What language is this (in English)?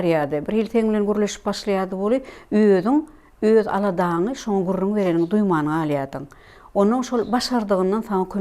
Turkmen